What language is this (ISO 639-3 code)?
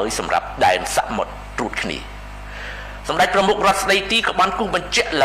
khm